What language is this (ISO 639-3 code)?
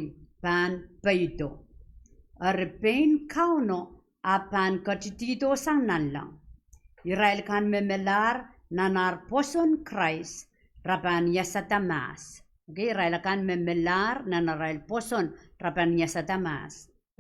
pon